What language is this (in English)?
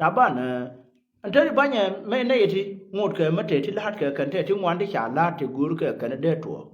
Nuer